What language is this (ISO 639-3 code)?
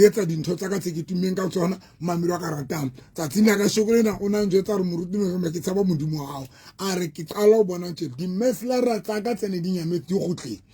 sot